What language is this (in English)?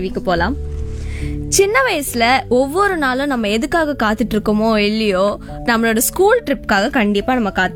Tamil